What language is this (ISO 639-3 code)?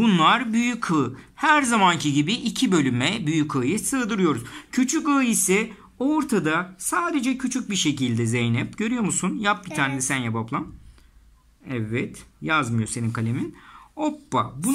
tur